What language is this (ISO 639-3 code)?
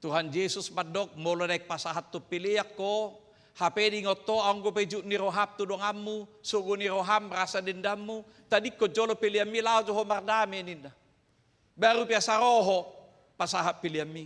bbc